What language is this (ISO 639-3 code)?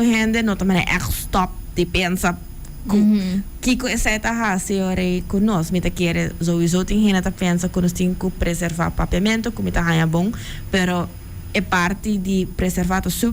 pap